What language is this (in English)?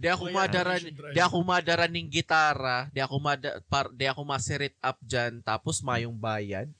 Bikol